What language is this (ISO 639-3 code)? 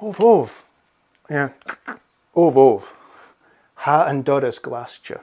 gla